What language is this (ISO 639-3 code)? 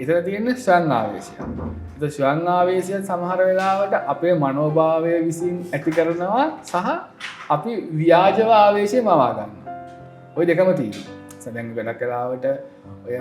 sin